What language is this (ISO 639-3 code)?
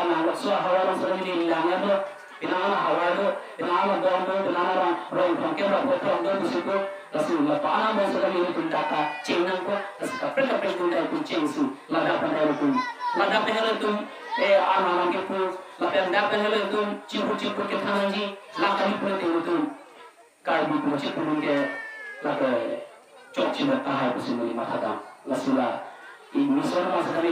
mjw